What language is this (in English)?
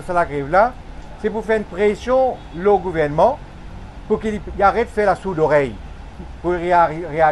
Morisyen